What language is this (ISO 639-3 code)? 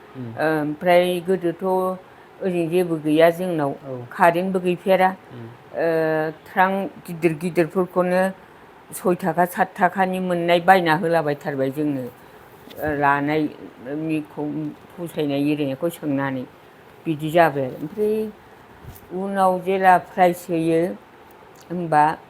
brx